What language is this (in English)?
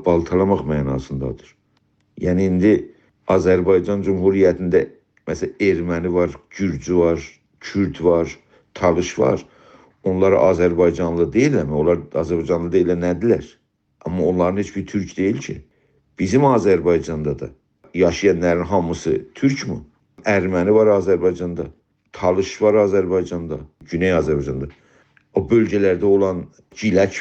South Azerbaijani